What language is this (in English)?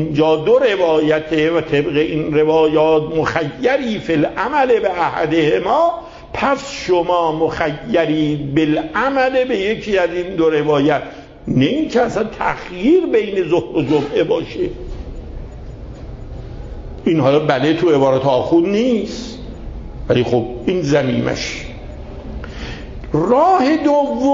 Persian